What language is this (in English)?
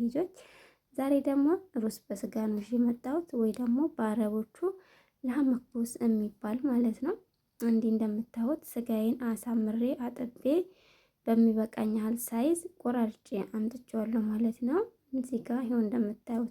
Amharic